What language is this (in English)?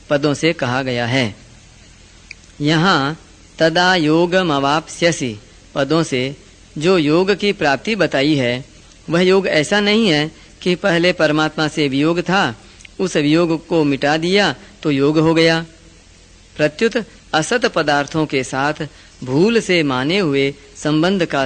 Hindi